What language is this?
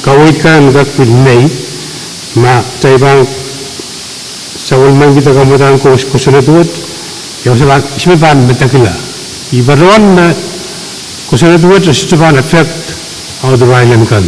Pohnpeian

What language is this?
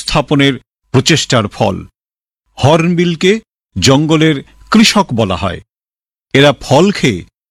Bangla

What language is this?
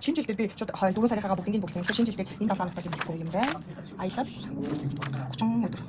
Mongolian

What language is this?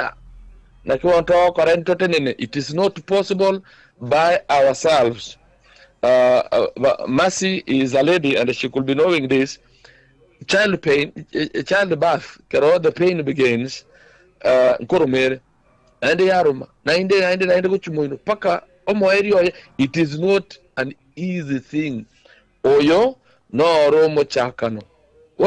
Gusii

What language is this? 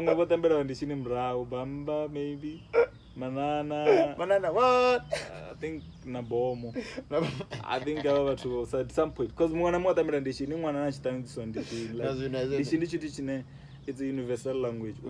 Venda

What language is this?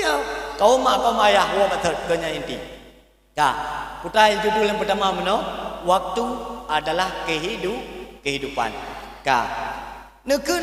Achinese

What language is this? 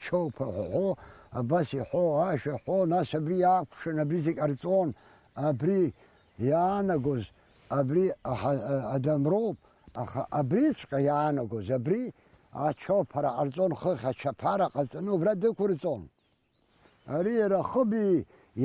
Abkhazian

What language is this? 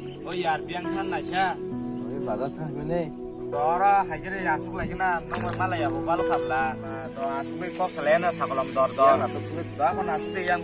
Kok Borok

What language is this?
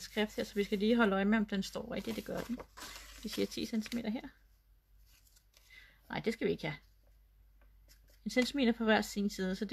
Danish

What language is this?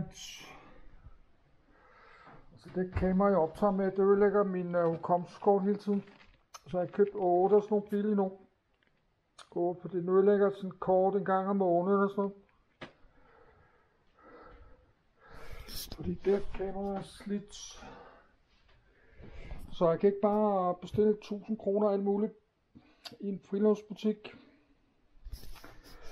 Danish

